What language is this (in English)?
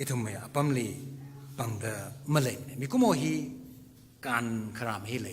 Tangkhul Naga (India)